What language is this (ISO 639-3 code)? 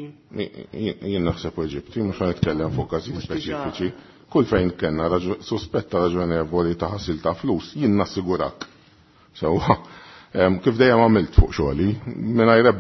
mlt